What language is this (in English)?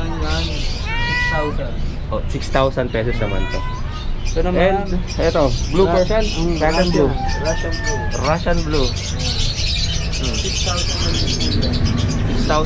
Filipino